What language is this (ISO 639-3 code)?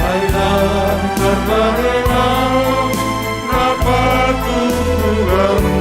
bts